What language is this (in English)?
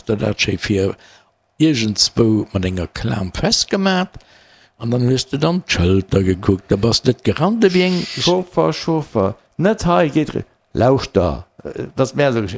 Luxembourgish